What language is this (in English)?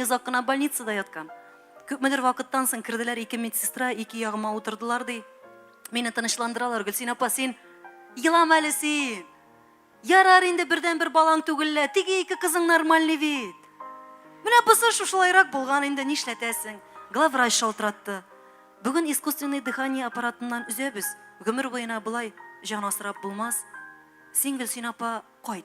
Tatar